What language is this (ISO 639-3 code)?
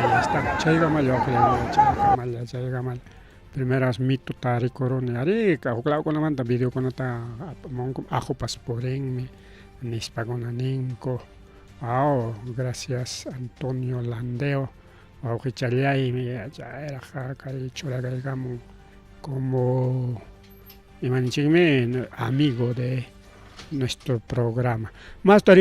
quy